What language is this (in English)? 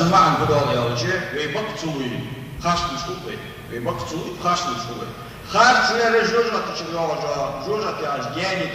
Ingush